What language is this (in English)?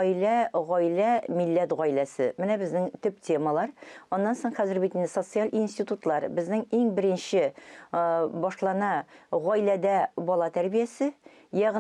Tatar